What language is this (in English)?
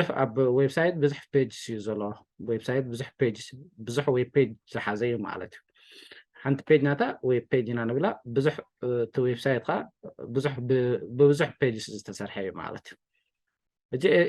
Tigrinya